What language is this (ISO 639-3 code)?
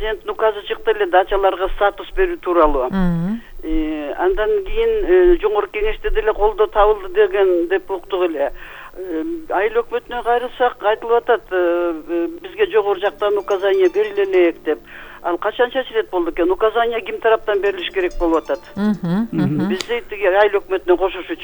kir